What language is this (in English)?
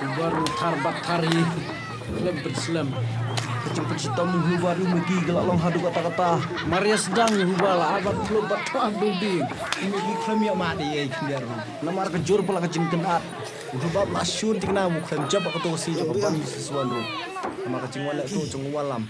Khasi